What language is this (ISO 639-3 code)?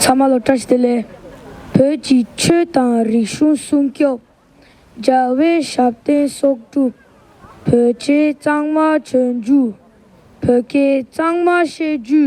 bod